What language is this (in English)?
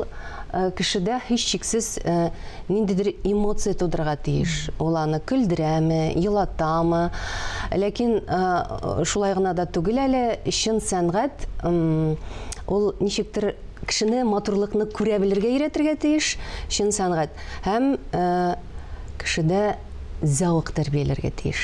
Tatar